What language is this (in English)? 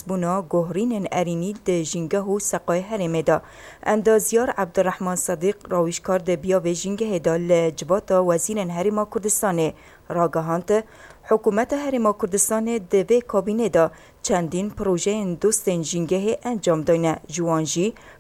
Kurdish